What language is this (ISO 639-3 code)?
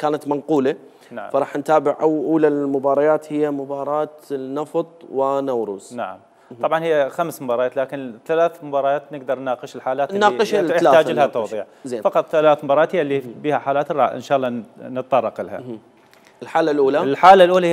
acm